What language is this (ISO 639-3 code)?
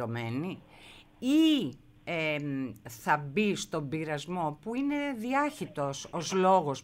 ell